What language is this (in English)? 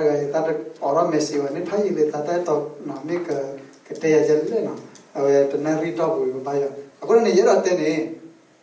S'gaw Karen